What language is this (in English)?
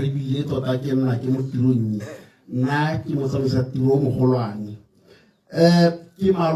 Tswana